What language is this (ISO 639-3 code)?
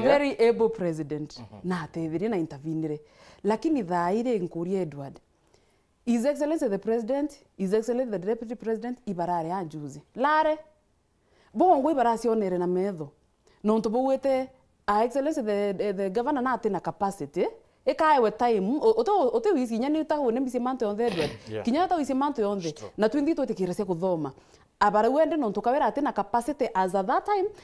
mer